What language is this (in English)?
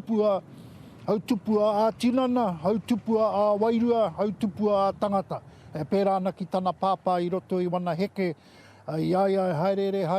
Māori